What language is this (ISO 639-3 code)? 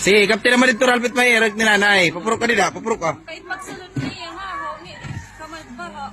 war